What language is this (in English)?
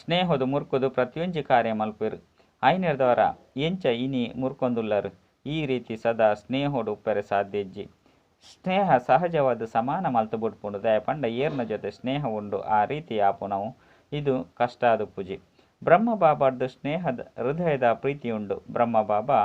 Tulu